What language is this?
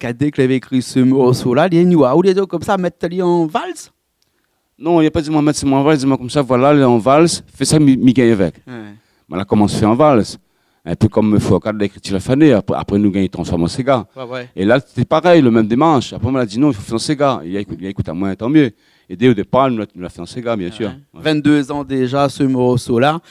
Réunion Creole French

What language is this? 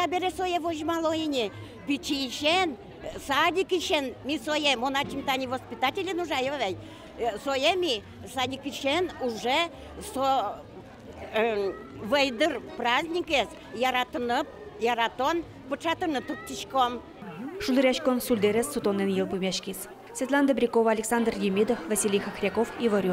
Udmurt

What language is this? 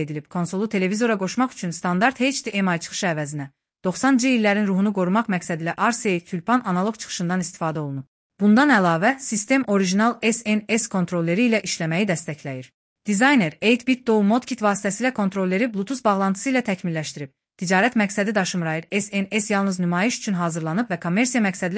Azerbaijani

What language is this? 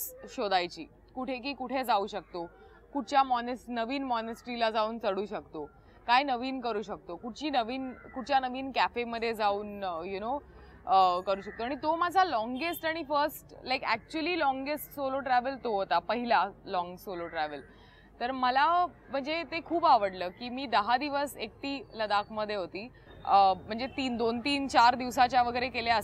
Marathi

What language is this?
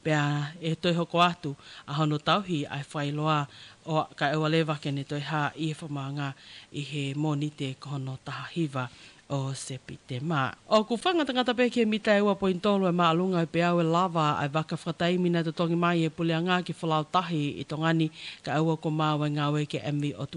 Tongan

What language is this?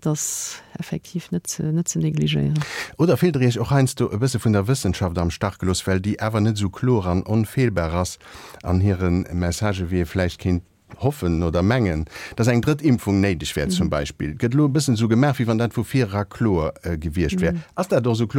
Luxembourgish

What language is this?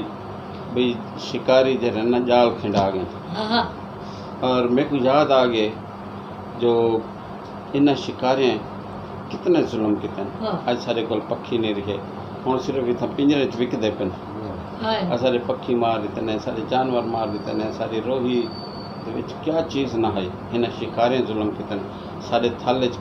Saraiki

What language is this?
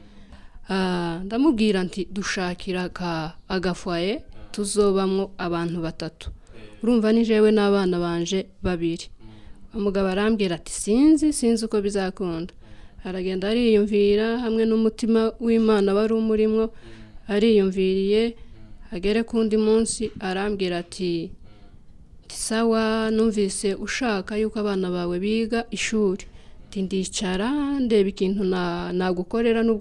Rundi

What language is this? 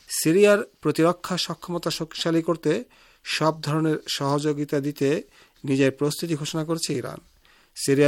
Bangla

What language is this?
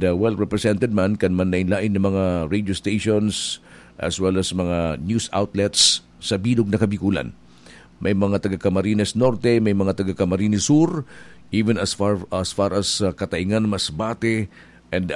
Bikol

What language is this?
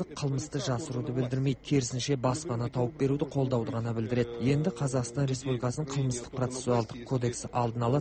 Kazakh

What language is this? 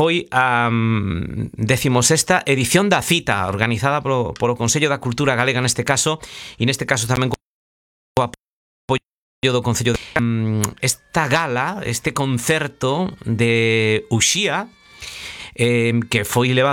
Galician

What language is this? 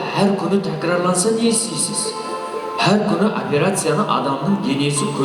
Kara-Kalpak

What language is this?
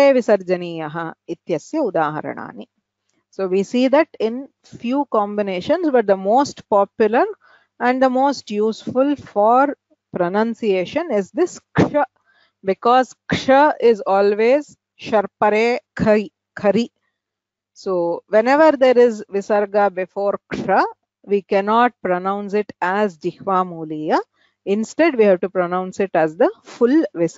Sanskrit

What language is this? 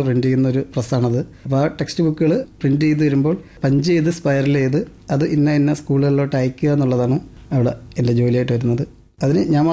Malayalam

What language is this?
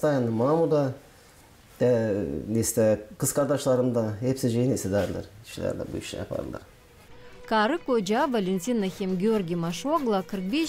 Gagauz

